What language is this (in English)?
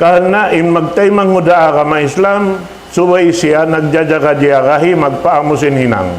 Tausug